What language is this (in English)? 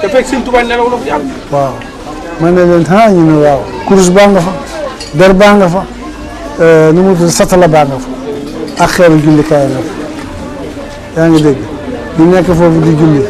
Wolof